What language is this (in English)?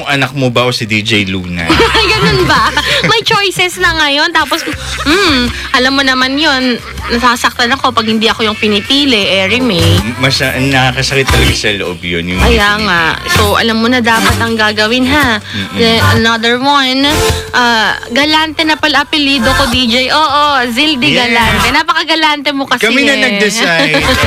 Filipino